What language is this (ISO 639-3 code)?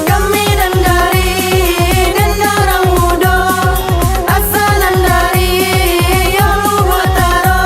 min